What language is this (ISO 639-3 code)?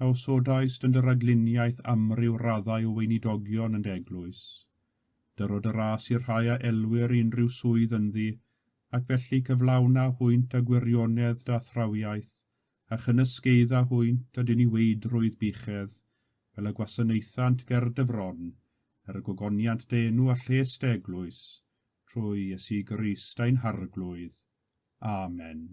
cym